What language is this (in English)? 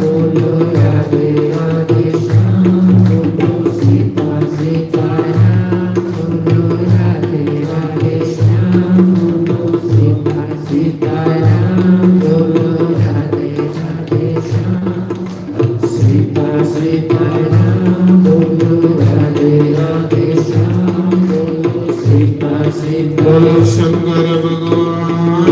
Dogri